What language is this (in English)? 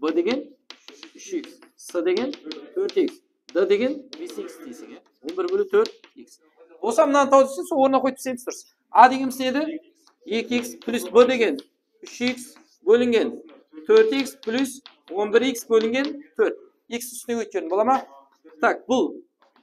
Kara-Kalpak